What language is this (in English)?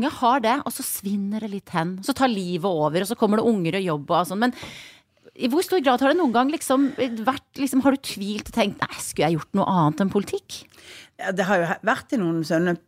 Norwegian